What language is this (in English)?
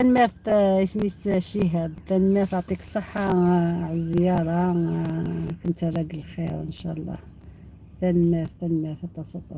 Algerian Arabic